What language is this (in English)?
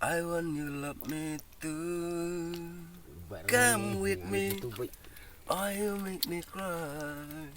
Khasi